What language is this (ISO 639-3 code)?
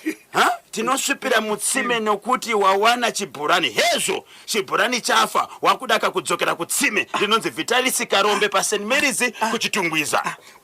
sna